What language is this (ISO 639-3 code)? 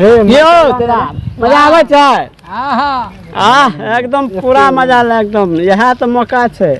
mai